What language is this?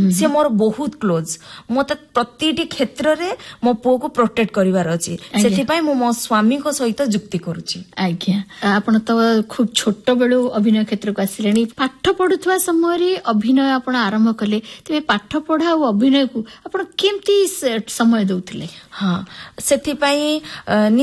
Odia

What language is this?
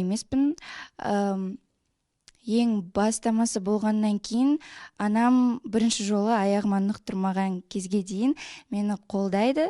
Kazakh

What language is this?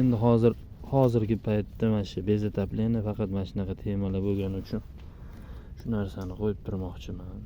Uzbek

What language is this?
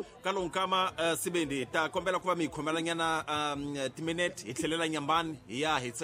Tsonga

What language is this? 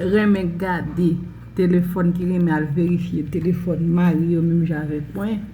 Haitian Creole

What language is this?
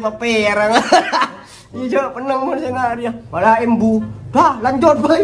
Madurese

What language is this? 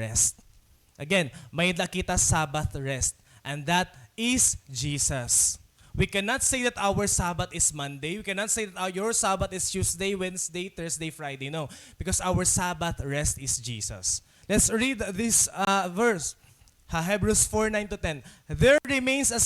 Waray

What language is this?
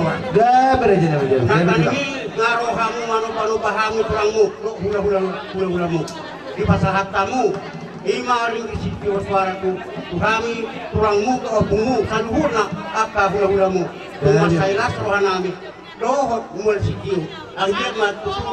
Batak Toba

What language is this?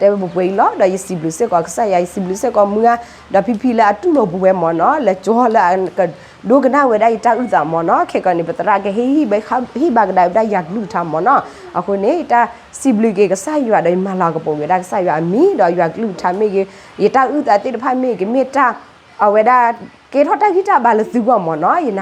S'gaw Karen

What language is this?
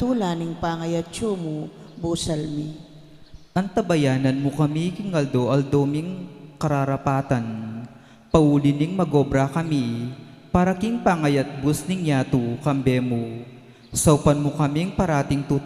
Pampanga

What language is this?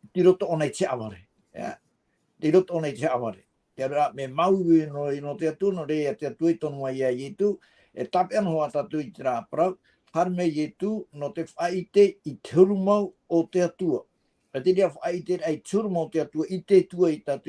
Tahitian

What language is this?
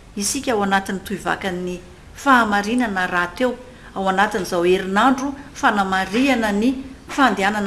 Malagasy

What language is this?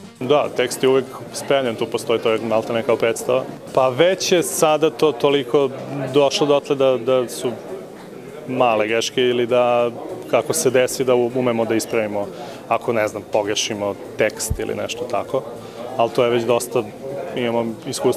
Serbian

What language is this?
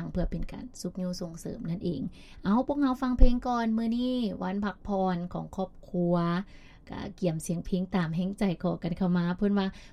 Lao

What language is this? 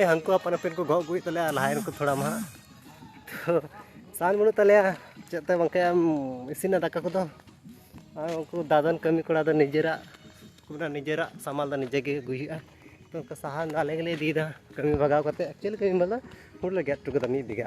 Santali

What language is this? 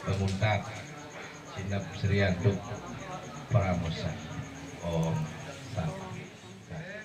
Balinese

